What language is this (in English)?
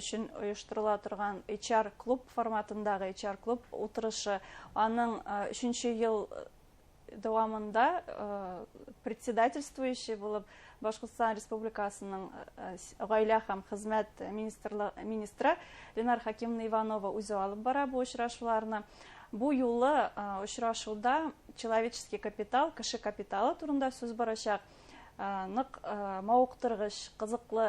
Bashkir